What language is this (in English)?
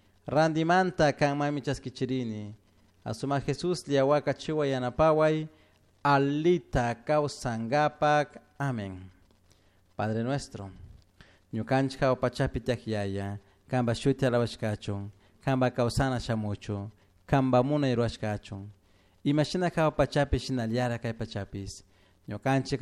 Chimborazo Highland Quichua